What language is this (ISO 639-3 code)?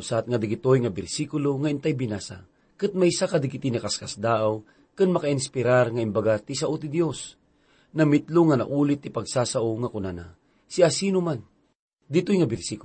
ilo